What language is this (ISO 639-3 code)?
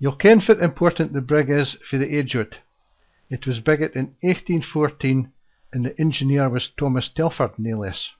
sco